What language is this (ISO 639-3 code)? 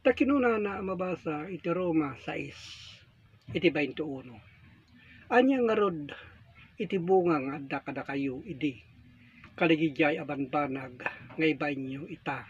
ilo